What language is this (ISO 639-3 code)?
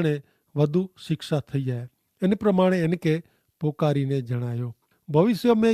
kfr